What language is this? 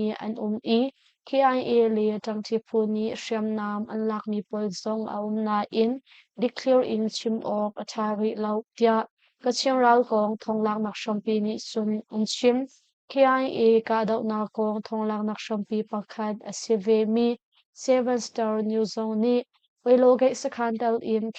Hakha Chin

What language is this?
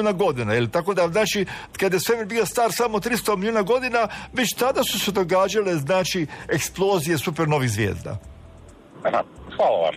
Croatian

